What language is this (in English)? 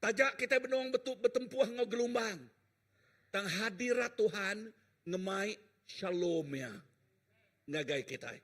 Iban